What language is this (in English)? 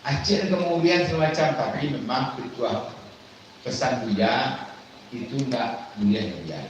Minangkabau